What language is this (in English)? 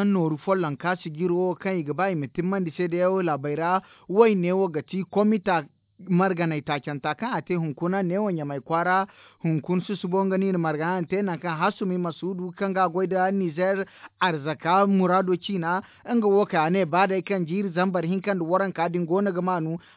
Zarma